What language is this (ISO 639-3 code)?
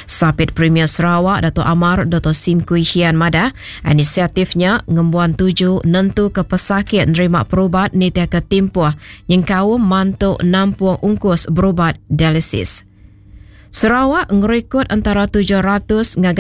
iba